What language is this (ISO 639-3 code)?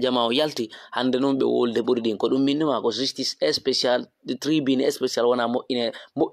ful